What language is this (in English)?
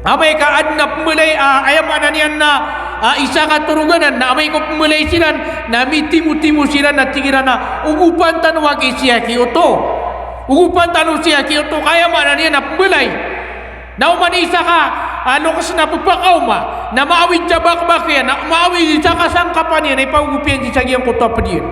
Maranao